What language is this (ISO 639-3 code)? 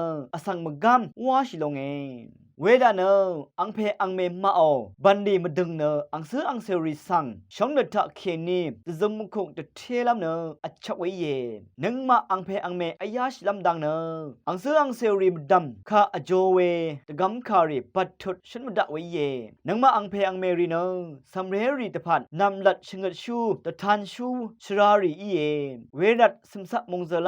raw